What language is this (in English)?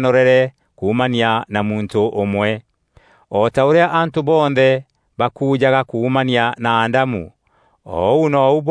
Meru